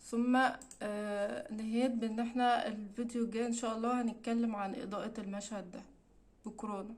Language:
Egyptian Arabic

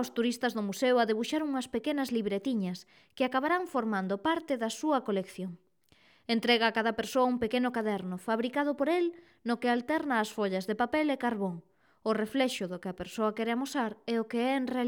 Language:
Galician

